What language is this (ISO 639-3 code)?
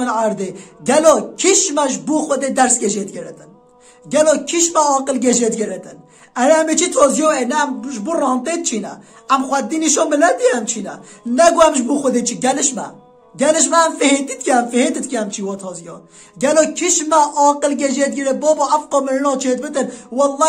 kur